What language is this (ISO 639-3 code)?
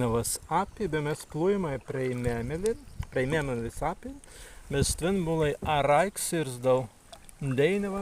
prg